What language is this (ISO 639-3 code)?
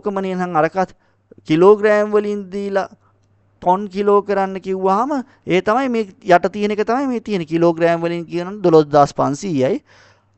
sin